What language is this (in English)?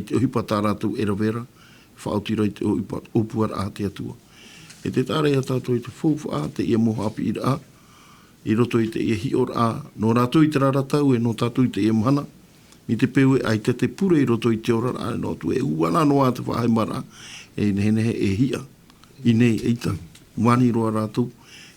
Tahitian